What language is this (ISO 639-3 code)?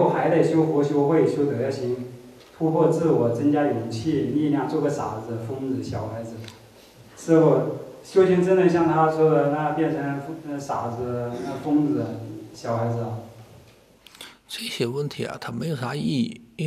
zho